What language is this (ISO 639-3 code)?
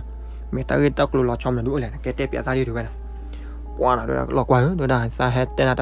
ksw